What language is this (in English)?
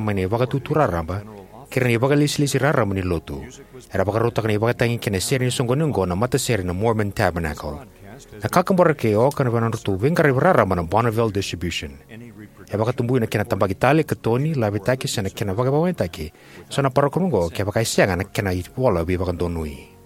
Fijian